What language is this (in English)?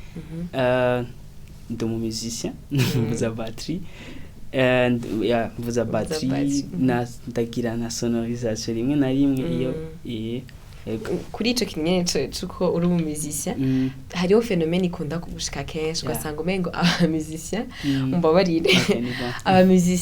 Rundi